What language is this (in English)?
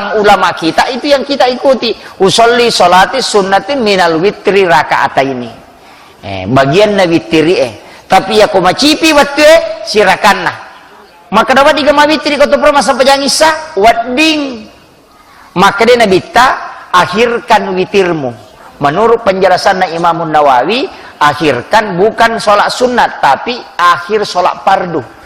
Buginese